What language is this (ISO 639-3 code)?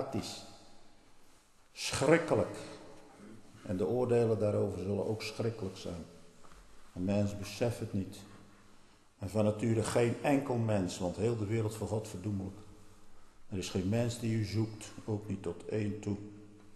nld